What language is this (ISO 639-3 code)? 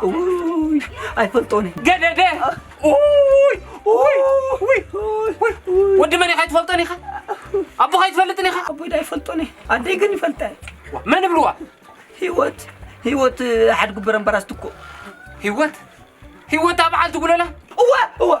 tir